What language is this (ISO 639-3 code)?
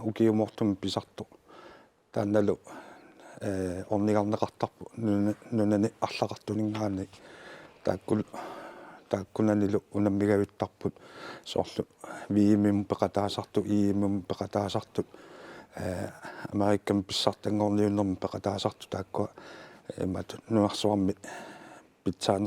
kal